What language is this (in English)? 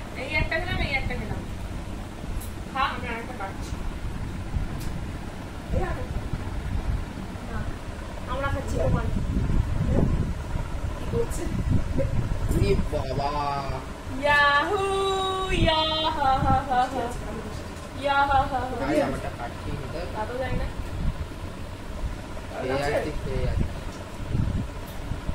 Bangla